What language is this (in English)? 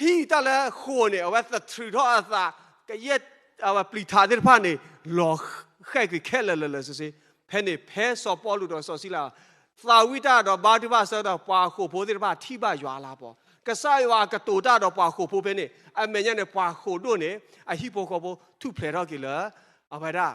S'gaw Karen